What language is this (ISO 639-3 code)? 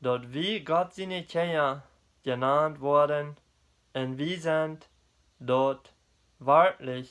pdt